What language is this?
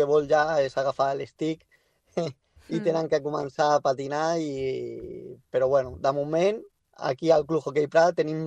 Catalan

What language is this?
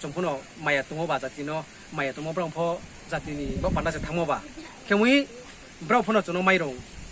Riang (India)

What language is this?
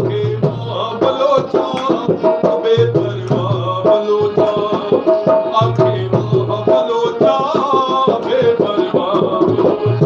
Saraiki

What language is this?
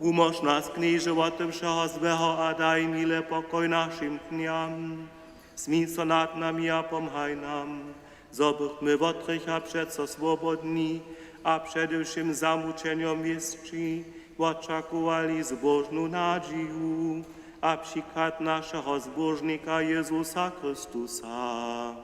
Upper Sorbian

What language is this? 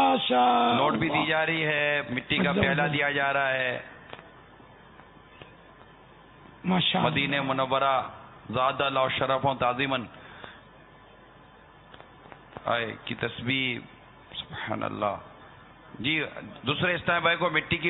Urdu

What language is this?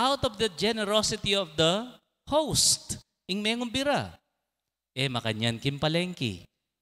Pampanga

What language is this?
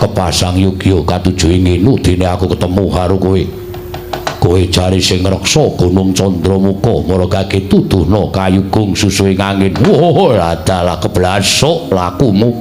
Javanese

